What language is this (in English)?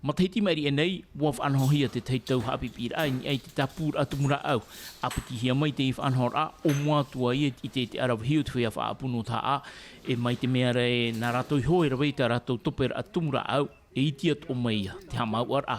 Tahitian